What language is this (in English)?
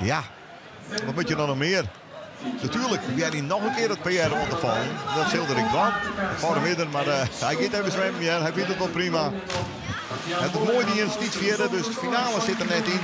Western Frisian